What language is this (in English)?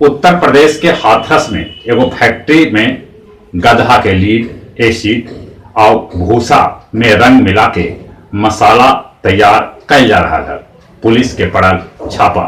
Magahi